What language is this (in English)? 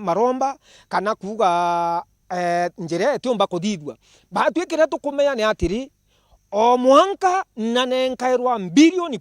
Meru